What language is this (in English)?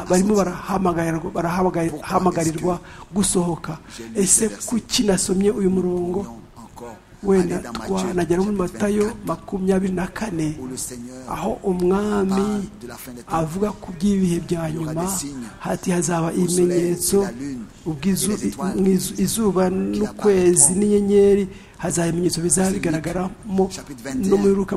Kinyarwanda